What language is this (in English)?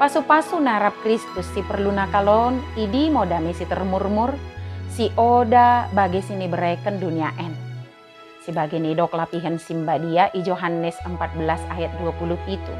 Batak Dairi